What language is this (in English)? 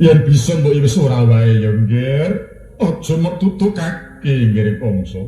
Javanese